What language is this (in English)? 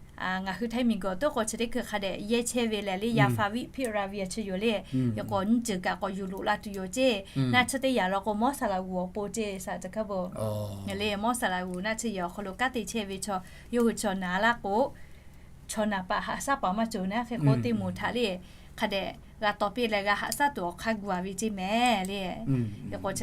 Lahu